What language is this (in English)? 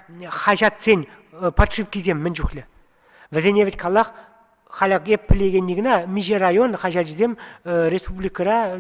Chuvash